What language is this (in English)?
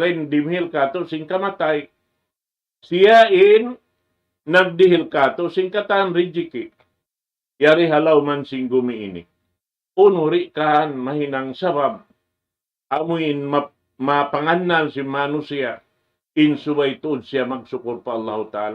Tausug